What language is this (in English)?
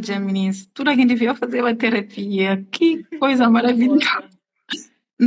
Kabuverdianu